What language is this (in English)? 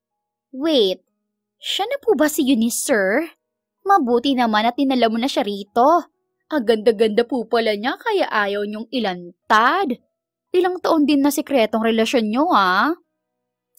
Filipino